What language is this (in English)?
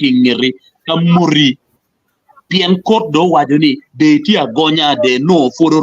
Acoli